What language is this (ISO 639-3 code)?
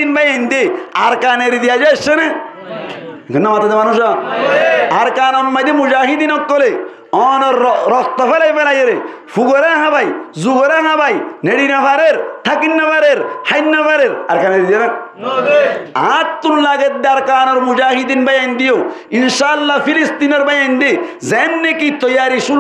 rhg